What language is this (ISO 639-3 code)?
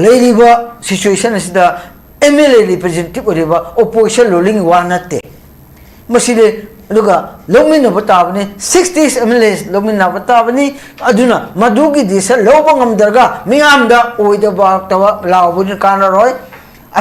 mni